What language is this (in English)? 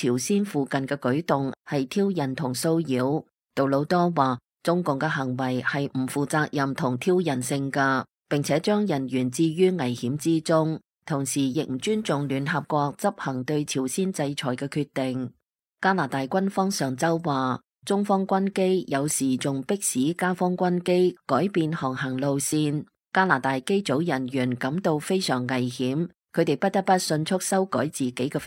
Cantonese